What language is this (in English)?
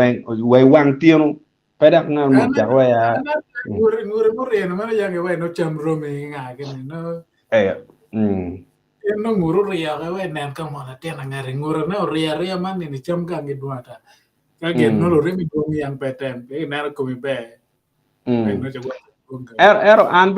Acoli